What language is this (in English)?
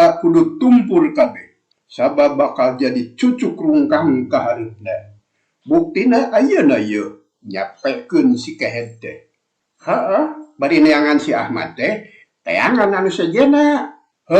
Sundanese